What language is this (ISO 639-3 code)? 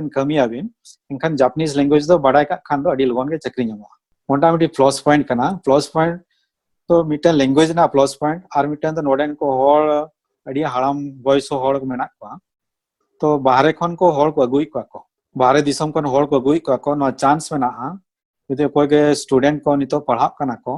sat